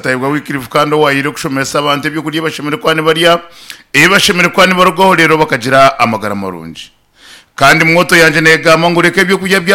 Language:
Nyankole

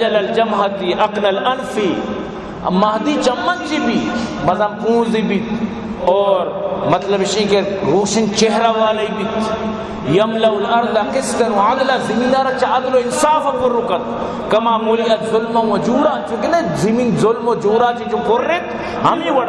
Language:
Baluchi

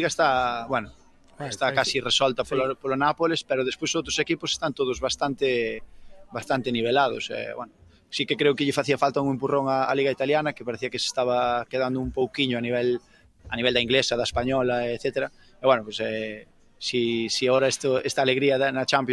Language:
Galician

